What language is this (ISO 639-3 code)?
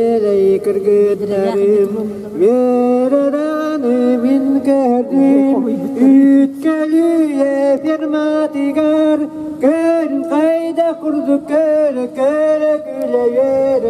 sah